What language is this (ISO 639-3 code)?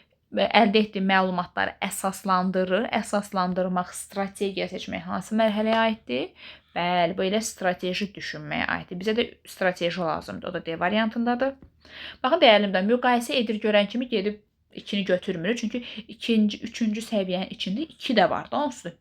aze